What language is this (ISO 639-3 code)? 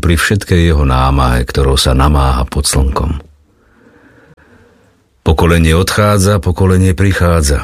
slk